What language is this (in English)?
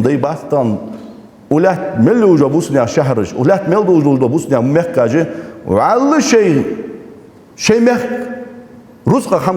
Ingush